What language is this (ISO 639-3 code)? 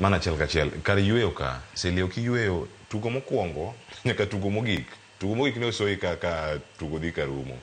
luo